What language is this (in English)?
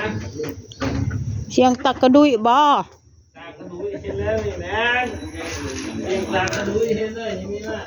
Northeastern Thai